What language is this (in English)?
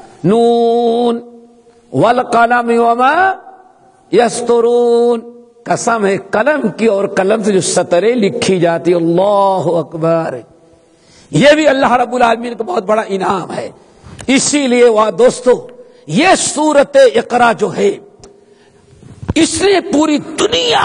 Urdu